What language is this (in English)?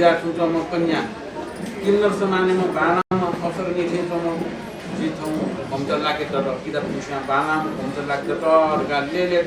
Newari